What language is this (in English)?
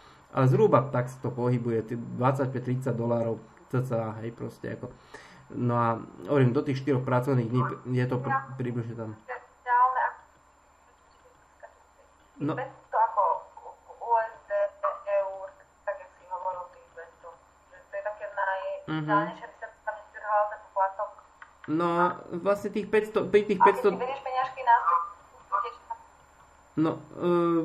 Slovak